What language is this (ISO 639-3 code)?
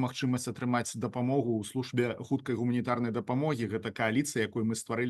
bel